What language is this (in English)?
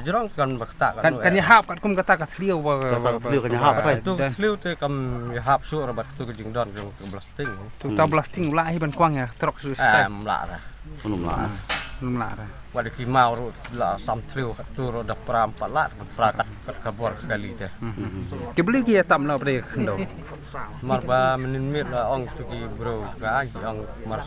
Khasi